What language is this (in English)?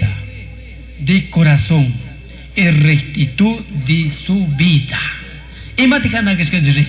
Chimborazo Highland Quichua